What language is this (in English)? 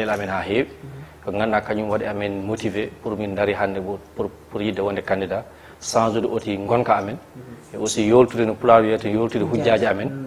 Fula